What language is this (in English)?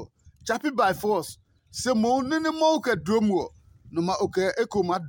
Adangme